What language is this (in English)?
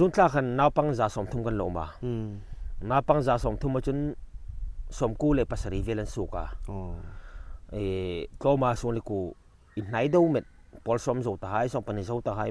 Hmar